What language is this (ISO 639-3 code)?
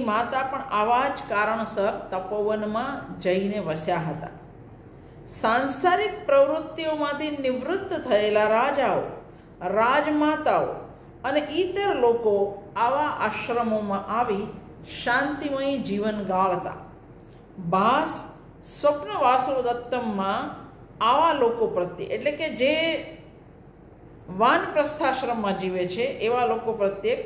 guj